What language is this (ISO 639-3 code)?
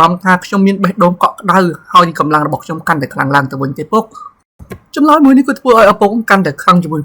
khm